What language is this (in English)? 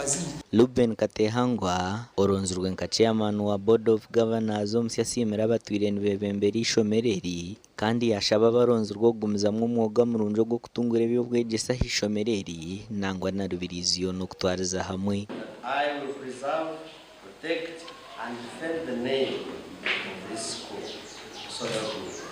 Nyankole